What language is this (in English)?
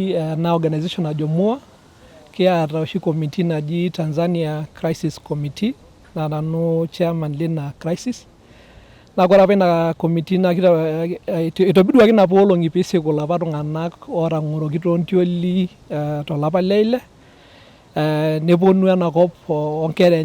Masai